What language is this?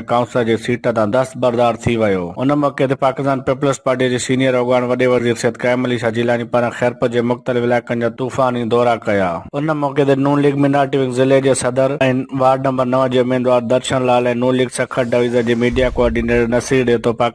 Sindhi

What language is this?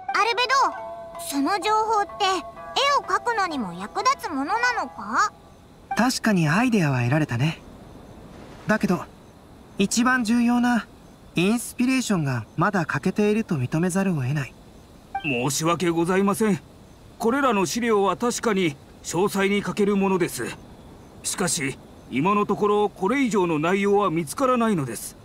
Japanese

